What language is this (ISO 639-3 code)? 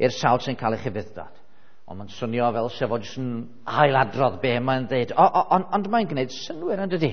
cym